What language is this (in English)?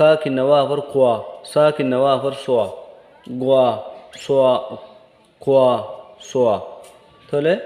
Rohingya